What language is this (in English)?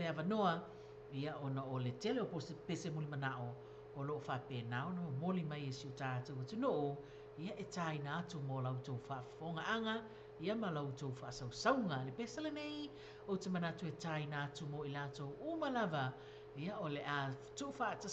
Samoan